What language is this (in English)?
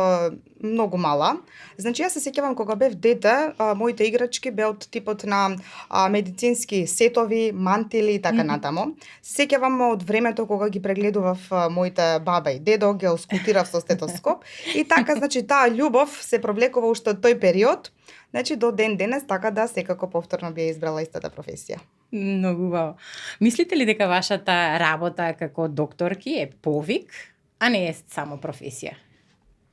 Macedonian